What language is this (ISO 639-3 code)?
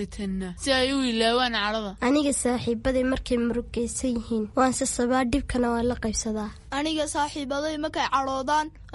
som